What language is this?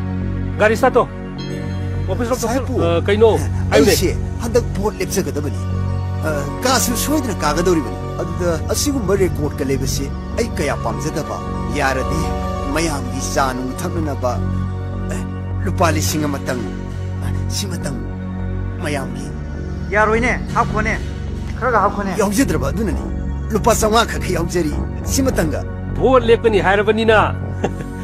Manipuri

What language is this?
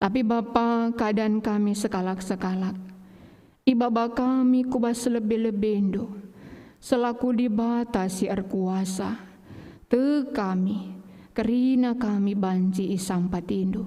Batak Karo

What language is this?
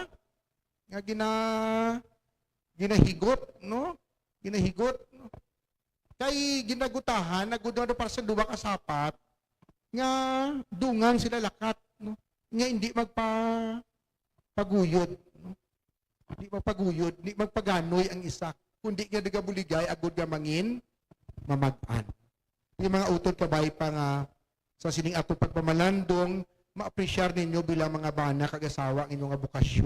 Hiligaynon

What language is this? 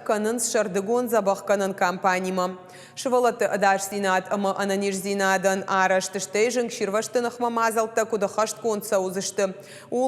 Ossetic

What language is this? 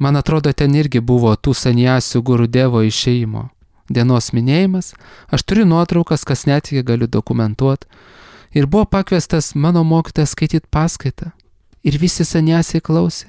Lithuanian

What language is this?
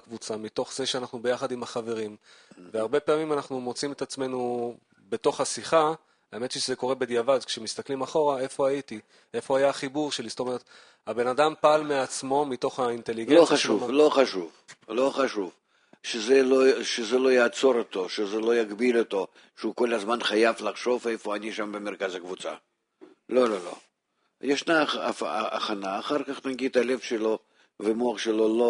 Hebrew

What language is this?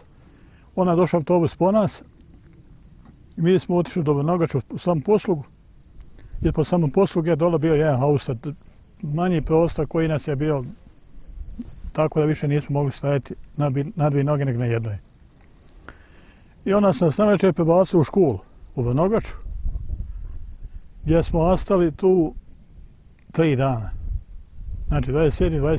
Bosnian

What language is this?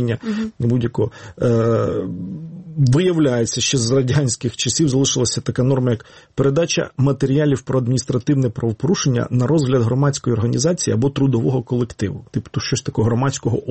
Ukrainian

